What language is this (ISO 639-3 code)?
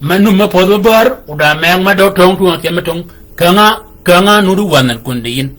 shk